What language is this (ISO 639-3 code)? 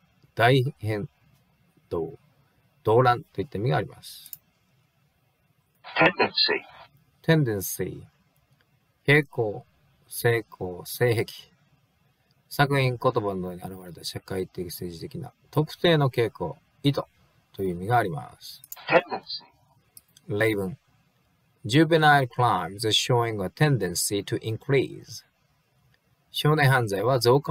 jpn